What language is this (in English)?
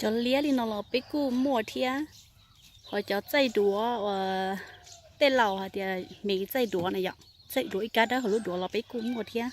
Hmong